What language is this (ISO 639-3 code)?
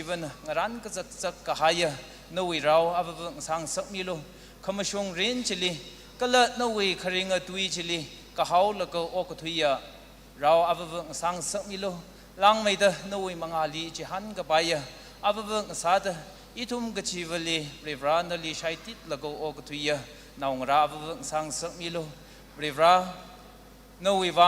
nmf